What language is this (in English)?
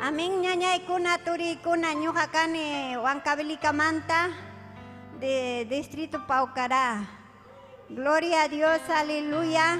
Ayacucho Quechua